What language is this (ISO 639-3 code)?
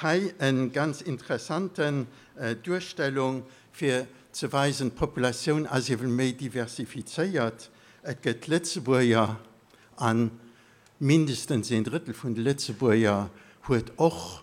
ltz